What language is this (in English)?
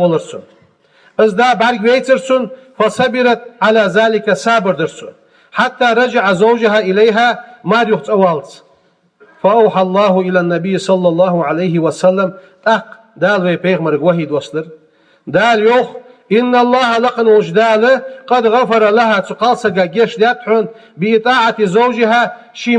Ingush